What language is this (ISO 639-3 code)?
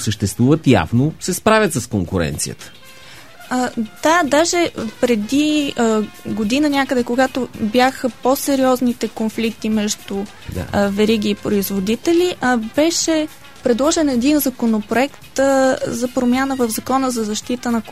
bul